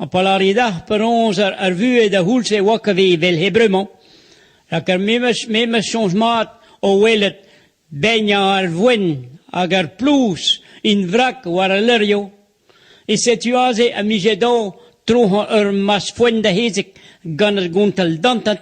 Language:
Breton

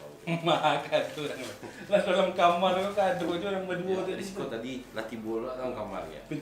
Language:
Minangkabau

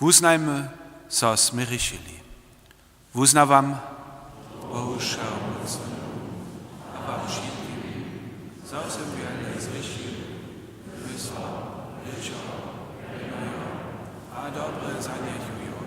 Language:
Upper Sorbian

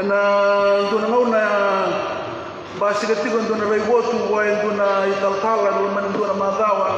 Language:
Fijian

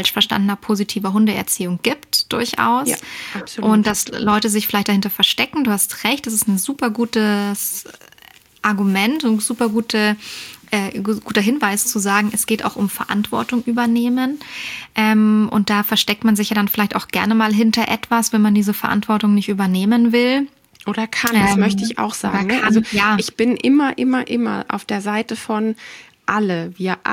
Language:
German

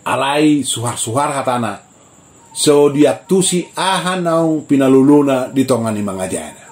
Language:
Batak Toba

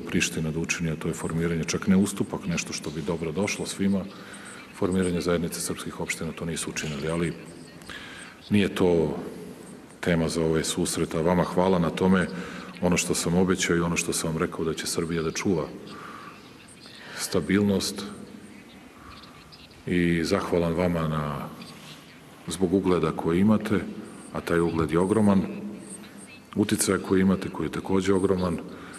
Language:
Serbian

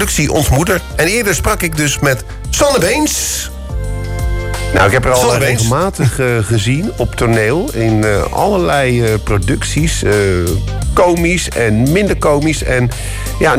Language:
Dutch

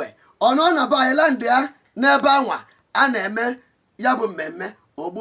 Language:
Igbo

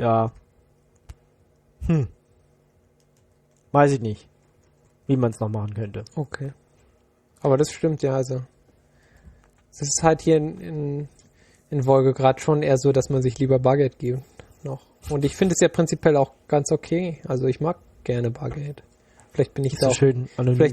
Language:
German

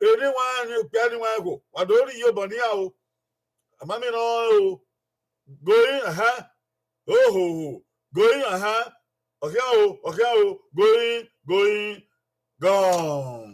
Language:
Bini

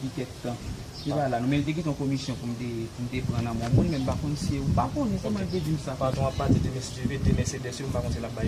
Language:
Haitian Creole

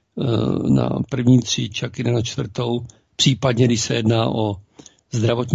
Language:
Czech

